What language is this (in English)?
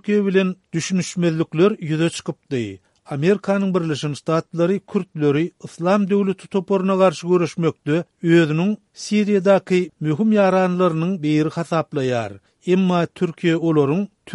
Turkmen